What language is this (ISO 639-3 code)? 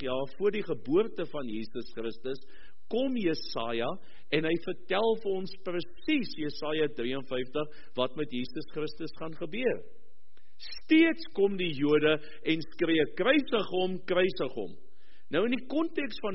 afr